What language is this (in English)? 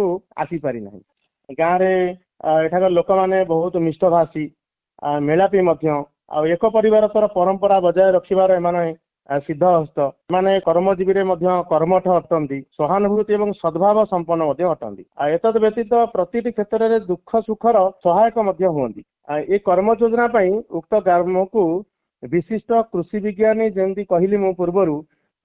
Odia